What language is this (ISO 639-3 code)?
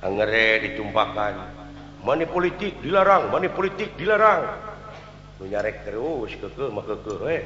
sun